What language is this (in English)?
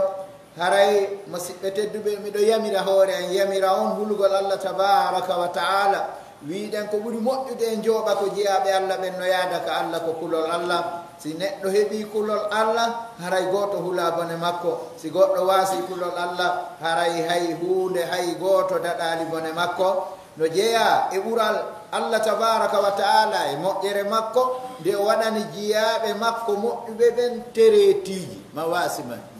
Pular